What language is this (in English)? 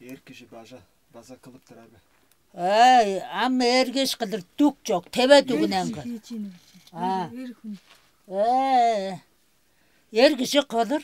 Tuvinian